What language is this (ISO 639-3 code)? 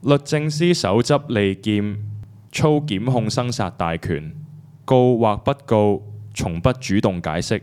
yue